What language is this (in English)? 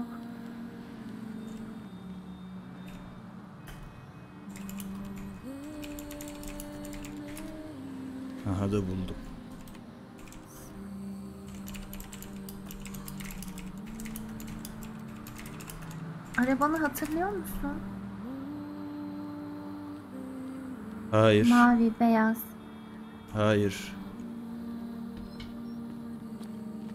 Turkish